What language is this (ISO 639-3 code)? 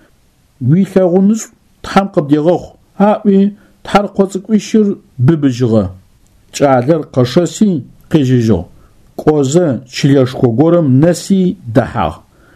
ady